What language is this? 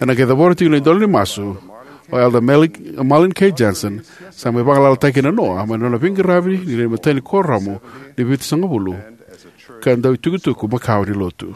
Fijian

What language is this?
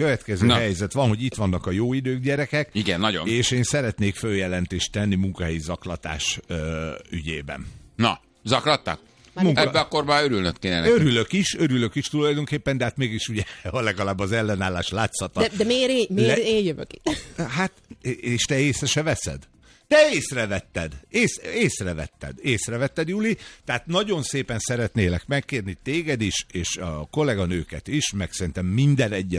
Hungarian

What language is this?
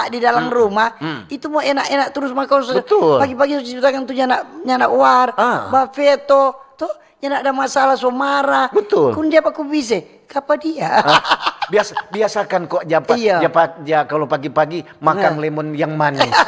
Manado Malay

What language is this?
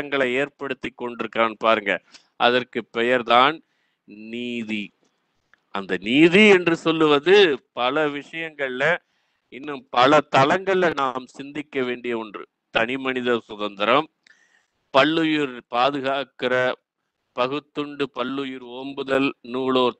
Tamil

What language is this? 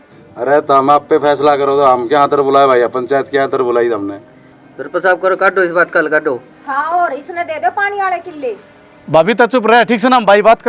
Haryanvi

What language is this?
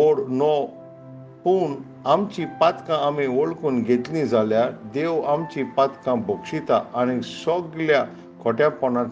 Konkani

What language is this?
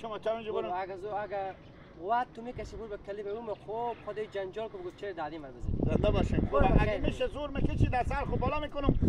Hazaragi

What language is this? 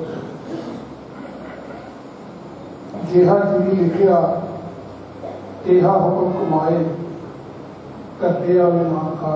Punjabi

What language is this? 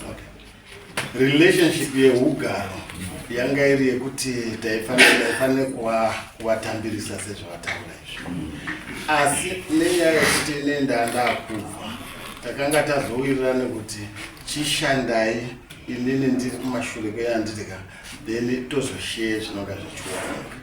Shona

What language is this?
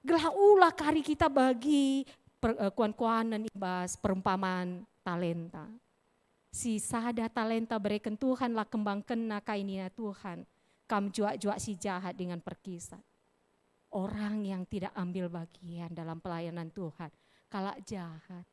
Batak Karo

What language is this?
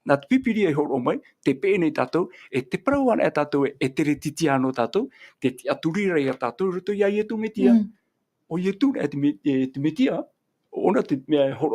Tahitian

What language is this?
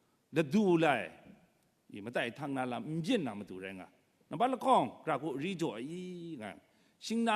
Kachin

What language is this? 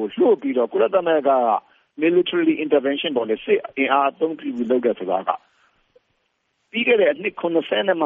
Burmese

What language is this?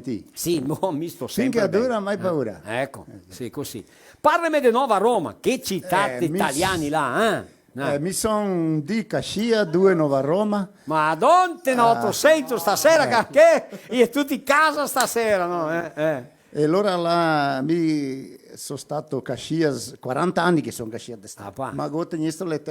Venetian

